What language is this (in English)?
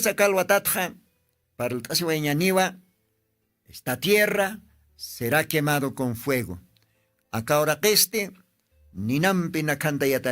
Aymara